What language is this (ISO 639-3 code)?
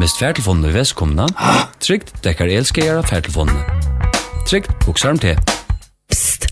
fao